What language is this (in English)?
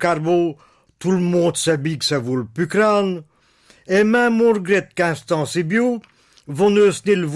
Picard